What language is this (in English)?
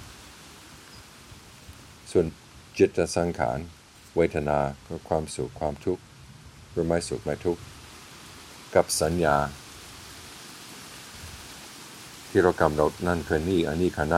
Thai